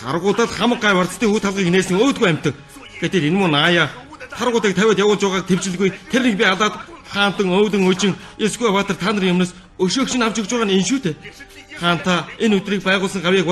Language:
Mongolian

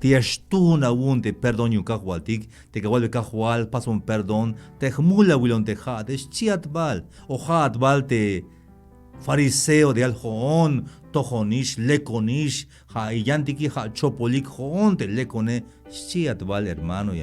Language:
Tzeltal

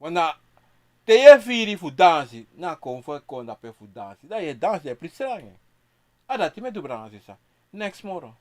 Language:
Sranan Tongo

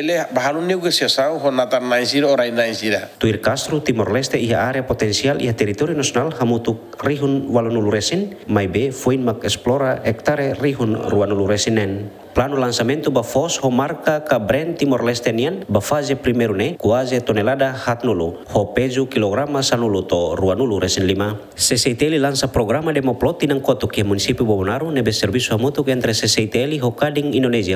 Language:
Tetum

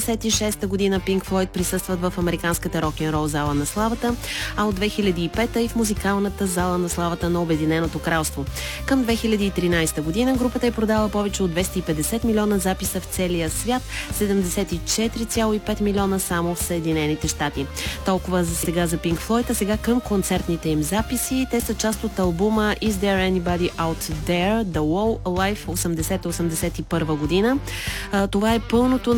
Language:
Bulgarian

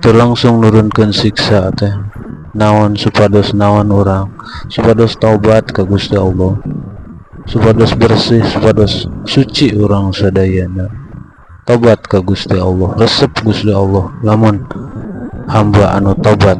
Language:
Sundanese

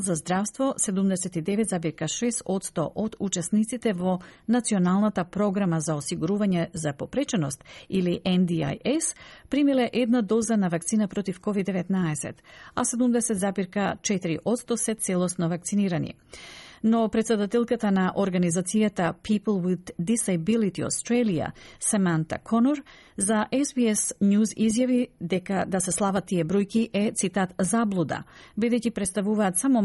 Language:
Macedonian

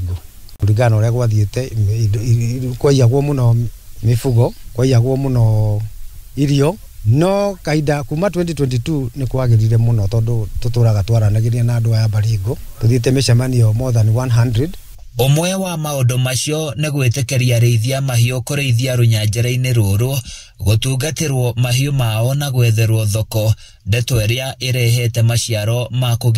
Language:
Kikuyu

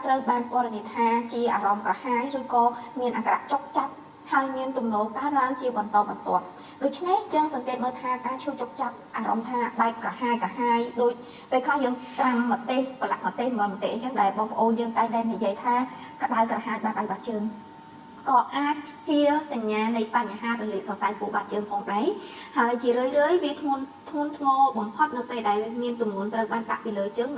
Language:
Khmer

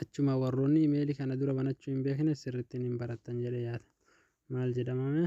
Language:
Oromo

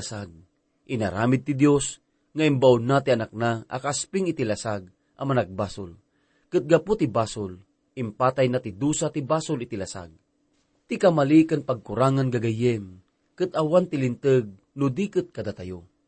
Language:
Iloko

